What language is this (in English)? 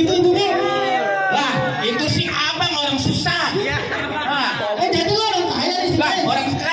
Betawi